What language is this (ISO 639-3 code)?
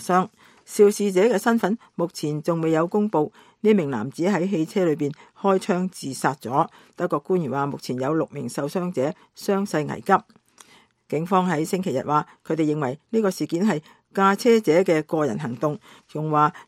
yue